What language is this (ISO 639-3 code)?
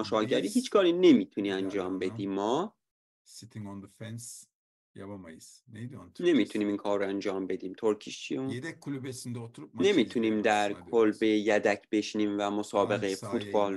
fas